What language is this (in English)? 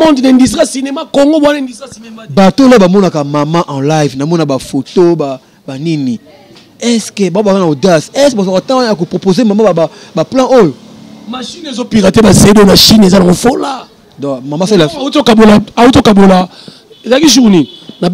Lingala